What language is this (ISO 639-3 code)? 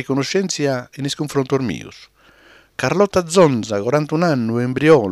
srd